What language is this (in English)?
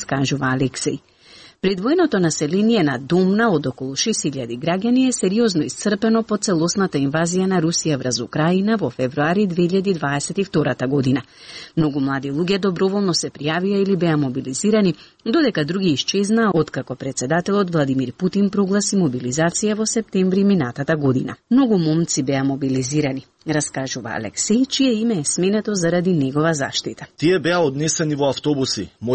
Macedonian